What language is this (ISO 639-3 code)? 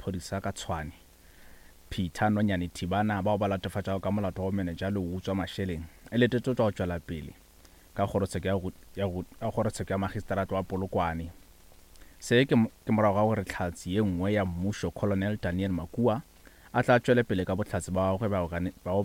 nso